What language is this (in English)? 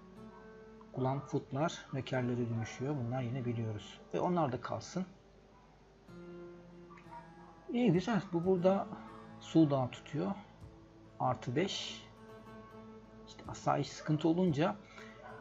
Turkish